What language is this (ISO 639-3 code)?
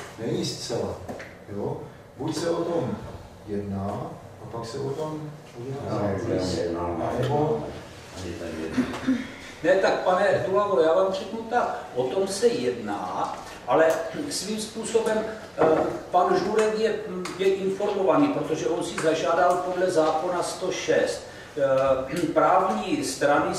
ces